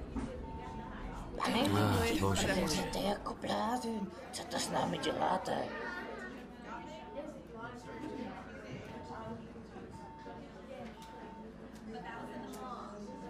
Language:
Czech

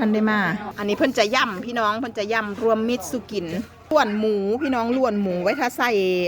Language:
Northeastern Thai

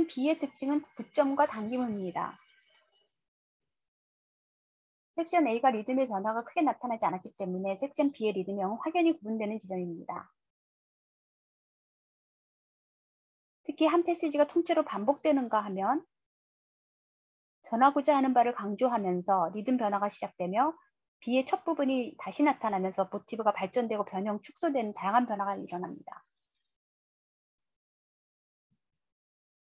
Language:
Korean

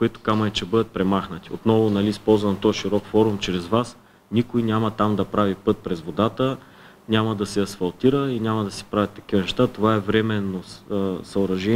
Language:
Bulgarian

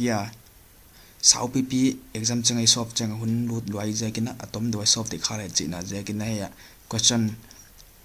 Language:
Paite Chin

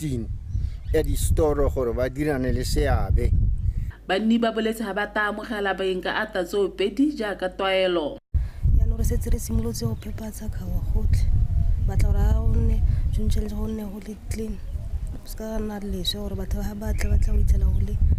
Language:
Tswana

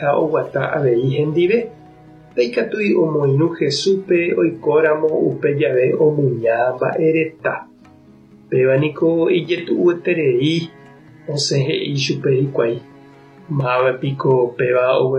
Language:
Guarani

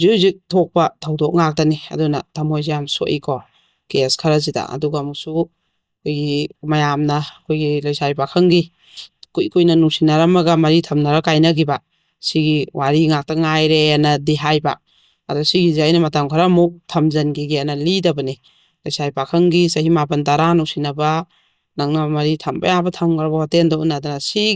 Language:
Manipuri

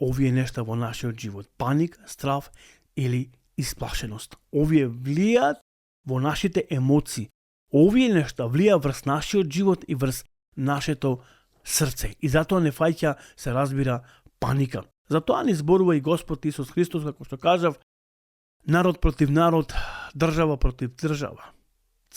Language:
Macedonian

